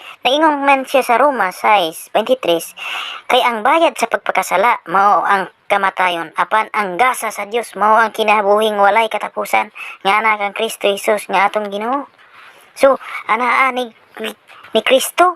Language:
Cebuano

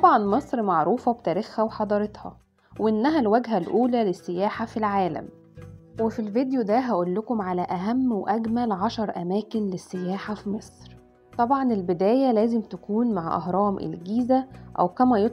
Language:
Egyptian Arabic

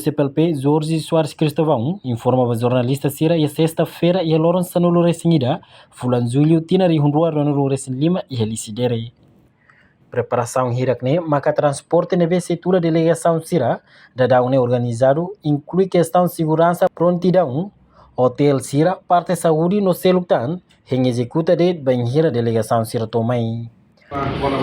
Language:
Tetum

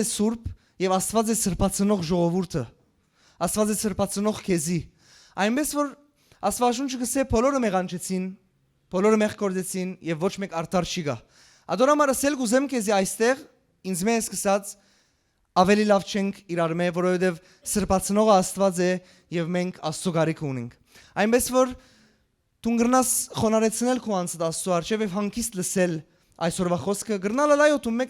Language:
Western Armenian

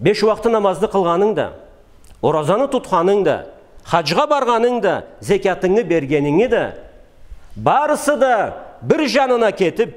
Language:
Karachay-Balkar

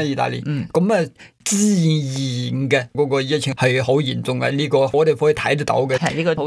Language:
Cantonese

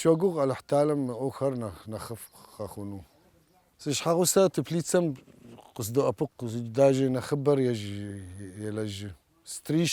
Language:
Kabardian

